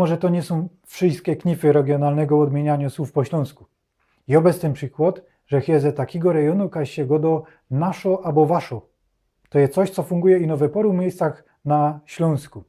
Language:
Silesian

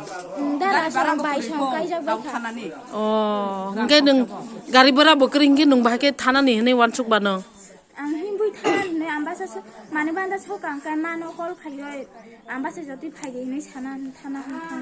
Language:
Kok Borok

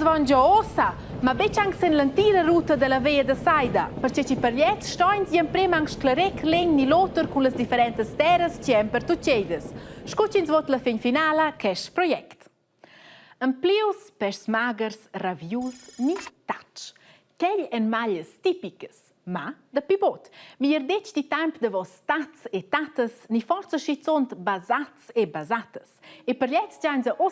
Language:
Romansh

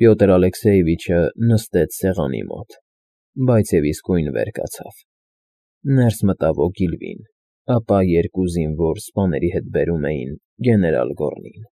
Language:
Armenian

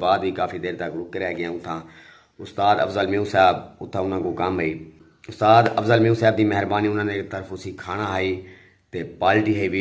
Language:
Saraiki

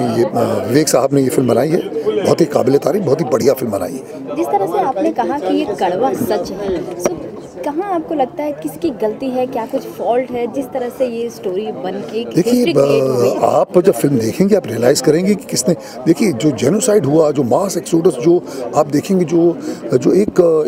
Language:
Hindi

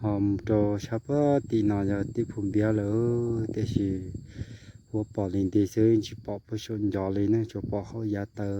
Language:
Hmong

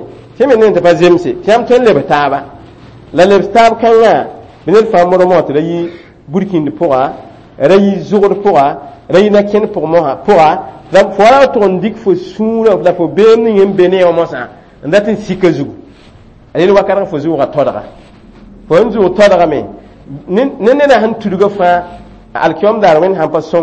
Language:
Mossi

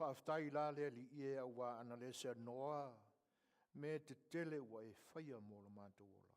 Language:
Samoan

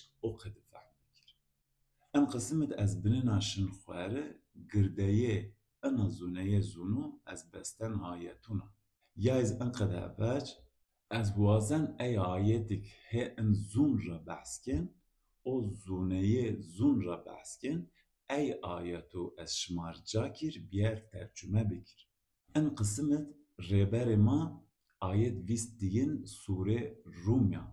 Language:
Zaza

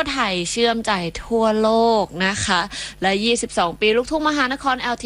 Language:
Thai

